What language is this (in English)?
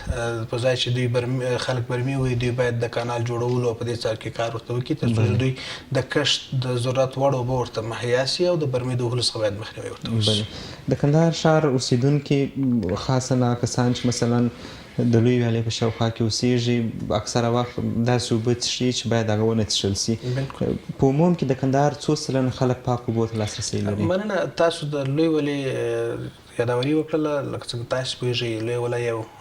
Pashto